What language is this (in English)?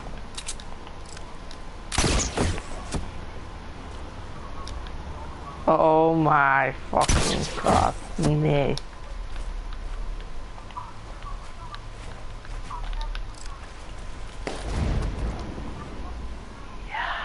Dutch